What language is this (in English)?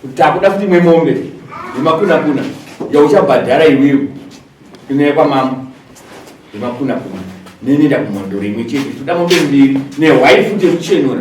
Shona